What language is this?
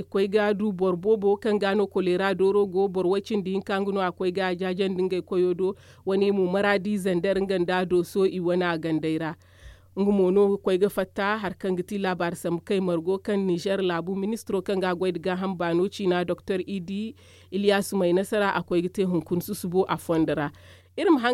Zarma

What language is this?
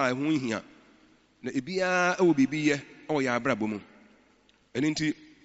Akan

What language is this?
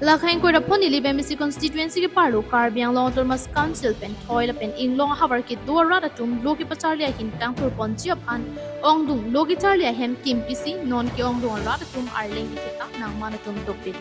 Karbi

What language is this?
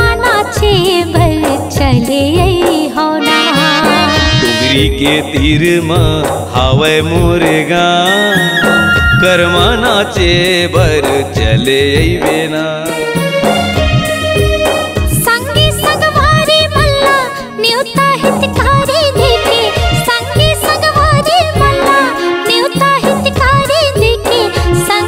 Chhattisgarhi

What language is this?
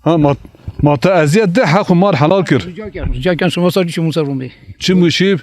Zaza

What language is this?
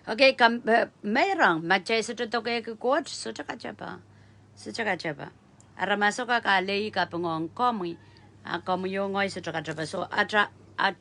Pohnpeian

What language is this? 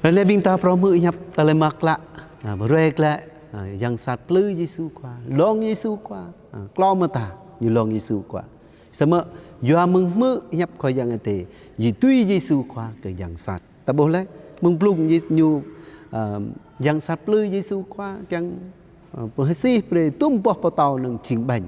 Jarai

